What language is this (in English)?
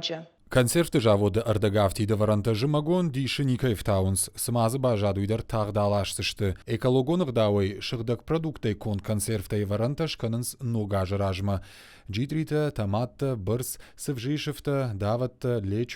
Ossetic